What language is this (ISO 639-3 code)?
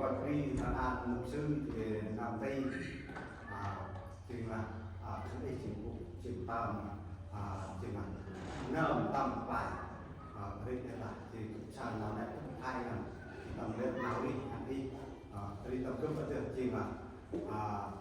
cmo